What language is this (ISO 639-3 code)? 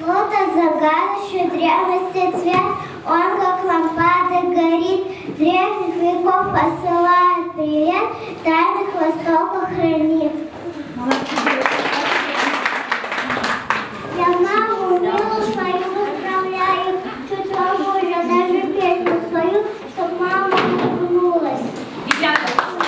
rus